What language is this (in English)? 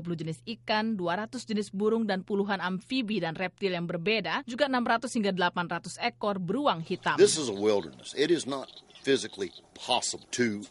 Indonesian